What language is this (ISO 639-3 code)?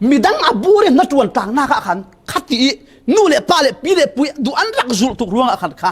cfm